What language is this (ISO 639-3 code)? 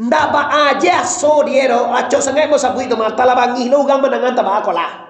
min